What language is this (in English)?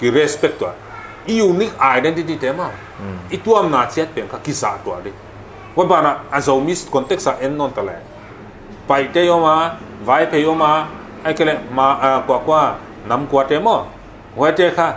Paite Chin